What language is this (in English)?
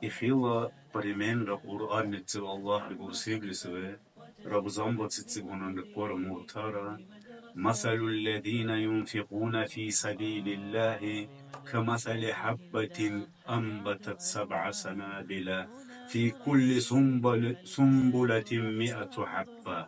Dargwa